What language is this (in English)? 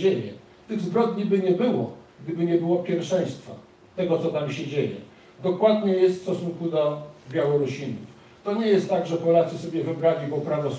Polish